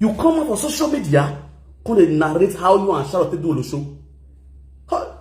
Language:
Nigerian Pidgin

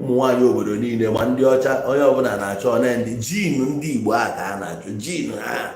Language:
Igbo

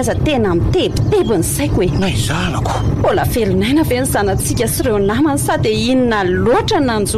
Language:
Malagasy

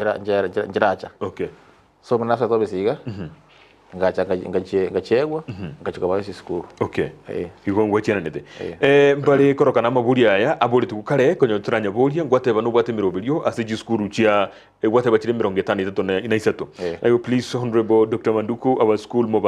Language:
Gusii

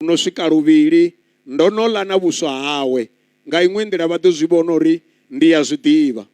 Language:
Venda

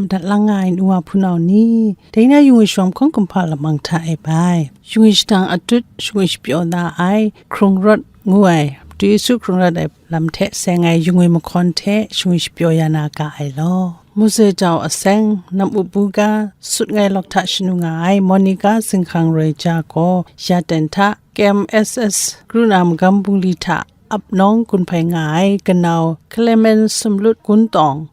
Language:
Kachin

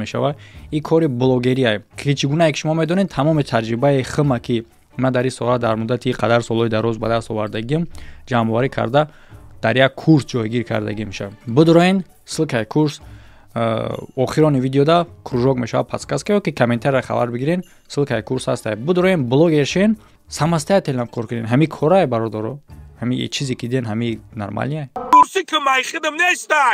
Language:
Tajik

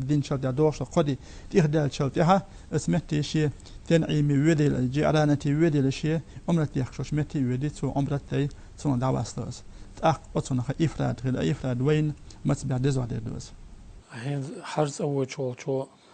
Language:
Chechen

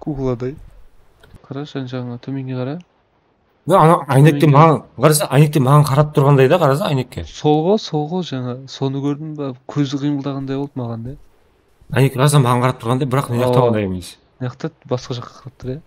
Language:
Kara-Kalpak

